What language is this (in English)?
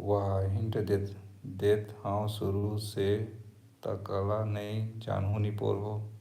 Chhattisgarhi